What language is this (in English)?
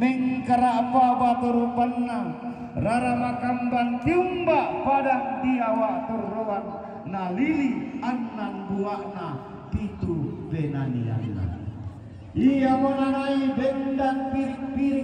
Toraja-Sa'dan